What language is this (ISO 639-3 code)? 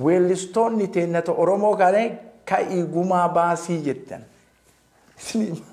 orm